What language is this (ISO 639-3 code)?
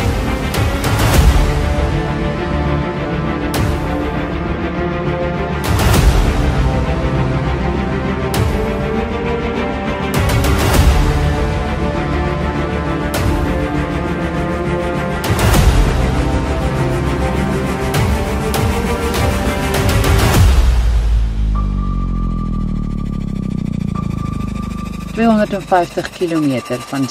afr